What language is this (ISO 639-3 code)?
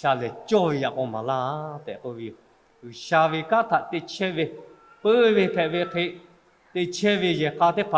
lhu